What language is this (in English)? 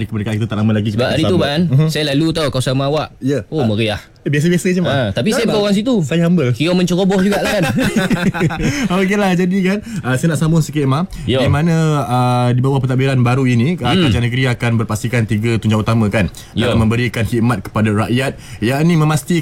Malay